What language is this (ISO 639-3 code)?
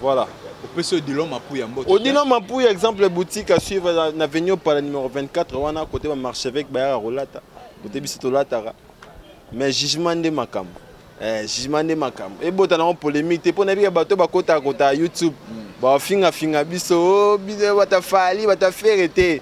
lin